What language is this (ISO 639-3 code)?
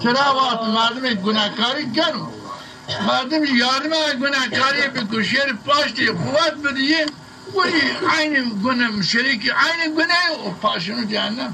zza